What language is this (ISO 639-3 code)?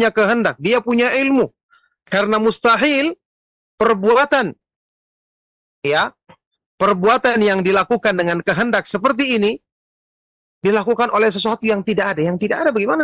ind